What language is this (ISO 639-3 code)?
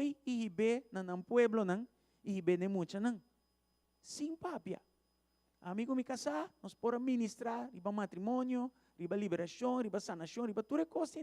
pap